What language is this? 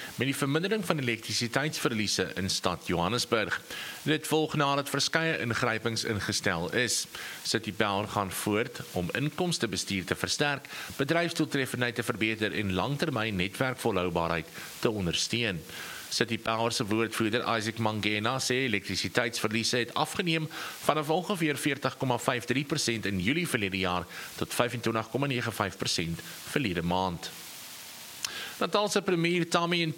Afrikaans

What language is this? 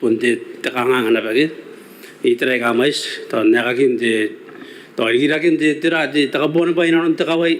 Gilbertese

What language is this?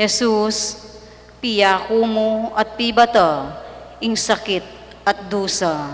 Pampanga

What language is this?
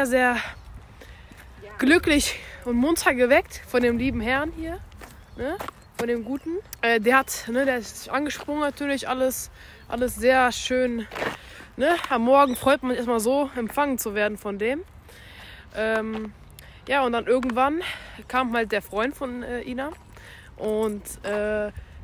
German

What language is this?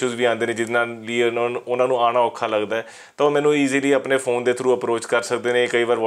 Punjabi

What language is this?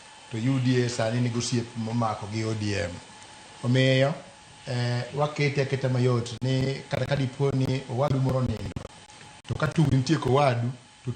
Luo (Kenya and Tanzania)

